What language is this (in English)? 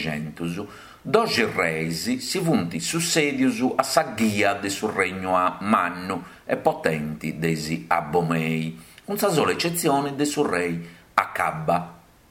Sardinian